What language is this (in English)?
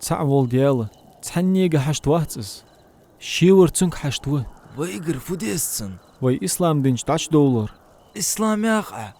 Ingush